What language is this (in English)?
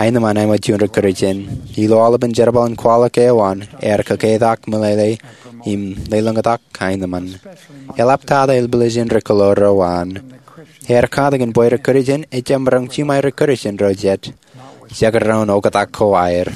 Marshallese